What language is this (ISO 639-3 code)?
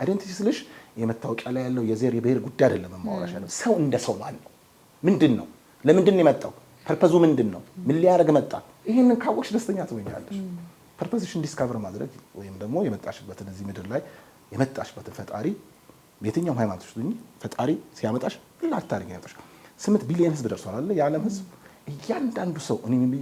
amh